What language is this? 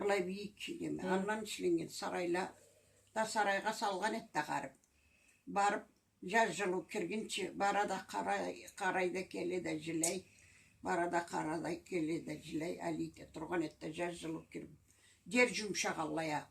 Karachay-Balkar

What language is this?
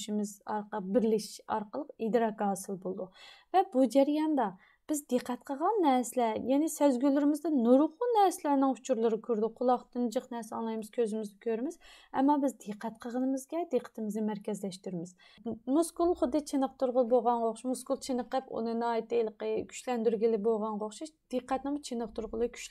Uyghur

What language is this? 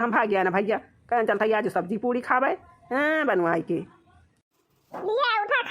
Awadhi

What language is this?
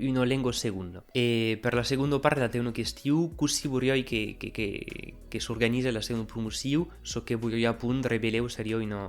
Occitan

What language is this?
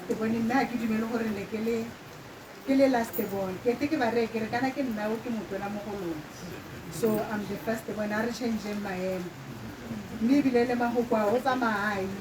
Tswana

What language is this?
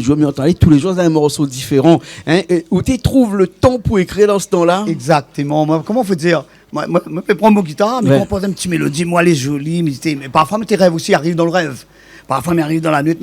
Réunion Creole French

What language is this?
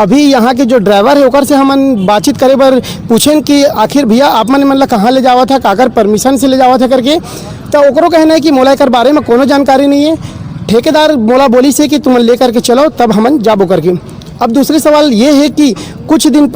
Chhattisgarhi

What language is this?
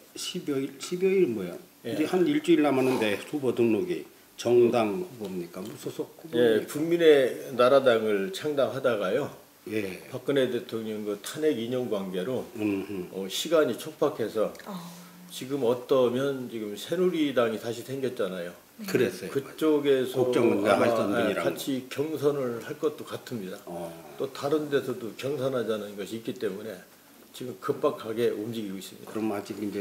Korean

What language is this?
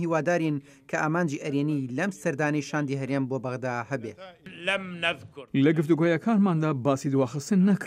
Central Kurdish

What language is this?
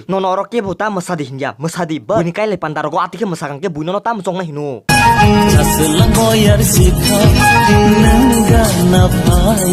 Kok Borok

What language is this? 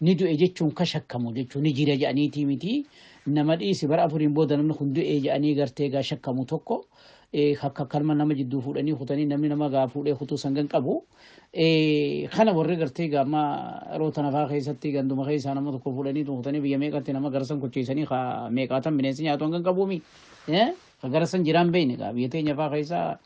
Oromo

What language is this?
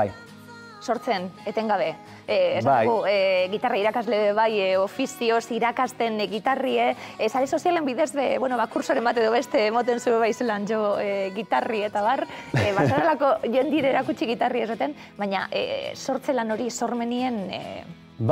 Basque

